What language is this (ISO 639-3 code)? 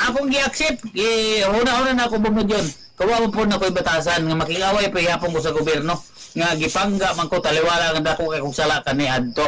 ceb